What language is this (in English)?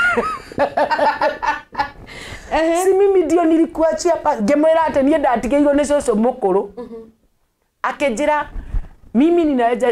Kikuyu